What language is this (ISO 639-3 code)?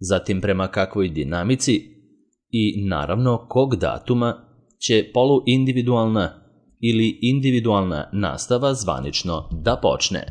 srp